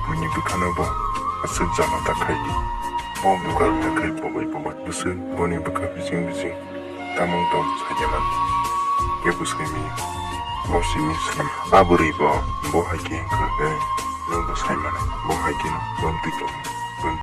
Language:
Kok Borok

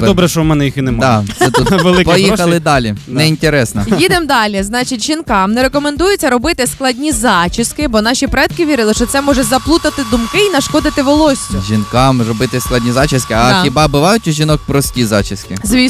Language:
Ukrainian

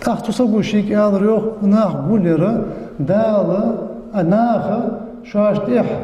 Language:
Ingush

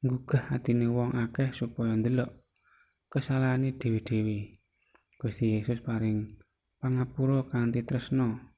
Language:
Javanese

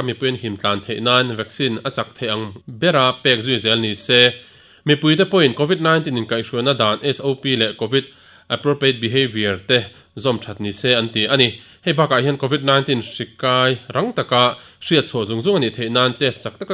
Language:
Mizo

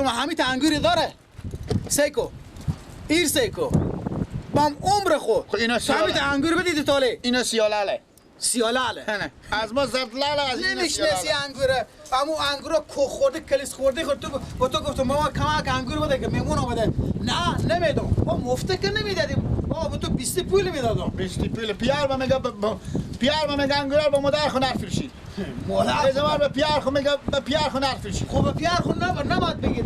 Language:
Persian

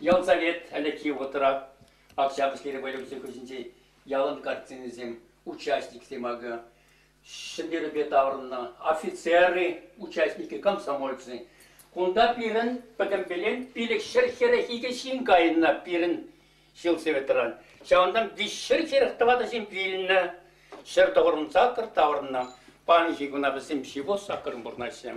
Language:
Chuvash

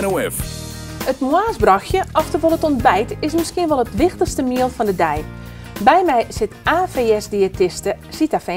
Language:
Western Frisian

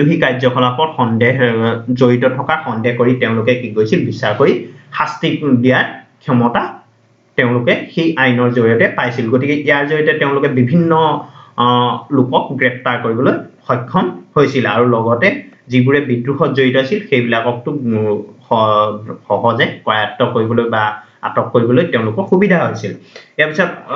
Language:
Assamese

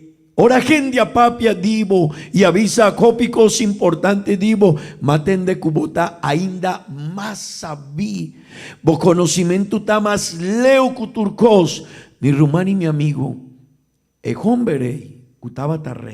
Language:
Papiamento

